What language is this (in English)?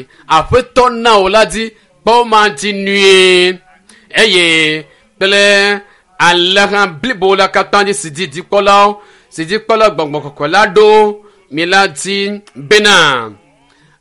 Ewe